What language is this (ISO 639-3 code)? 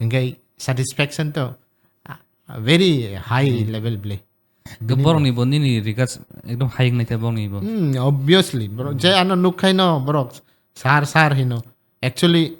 trp